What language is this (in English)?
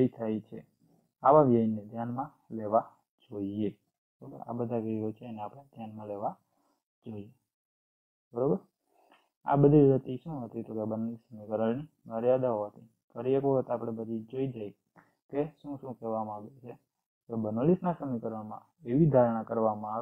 Gujarati